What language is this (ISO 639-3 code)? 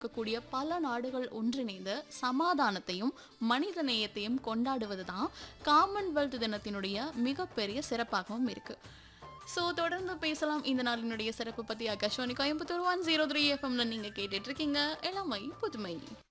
tam